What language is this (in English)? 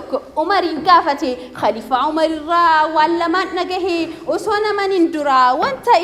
Oromo